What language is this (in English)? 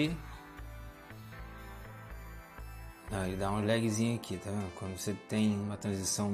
Portuguese